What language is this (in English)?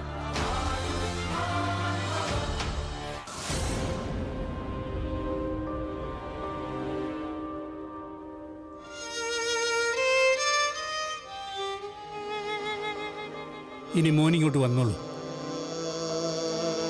Malayalam